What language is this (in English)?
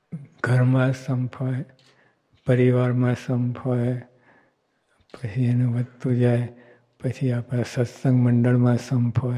Gujarati